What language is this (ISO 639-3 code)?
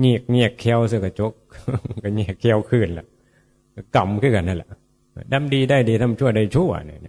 tts